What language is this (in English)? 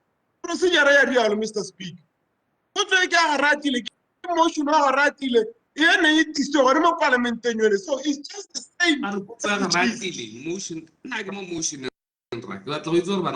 Tswana